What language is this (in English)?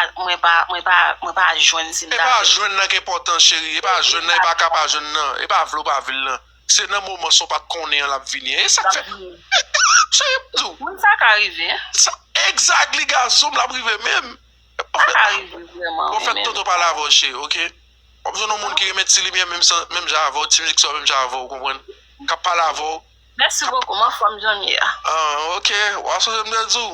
Haitian Creole